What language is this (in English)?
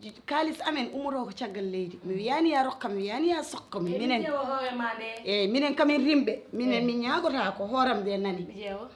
Fula